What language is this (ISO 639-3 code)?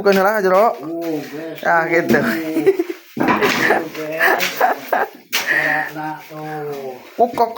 sun